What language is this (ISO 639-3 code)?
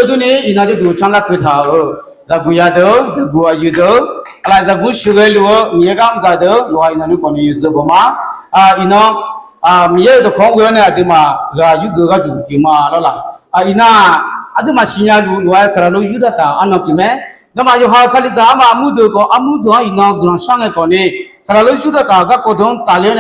ahk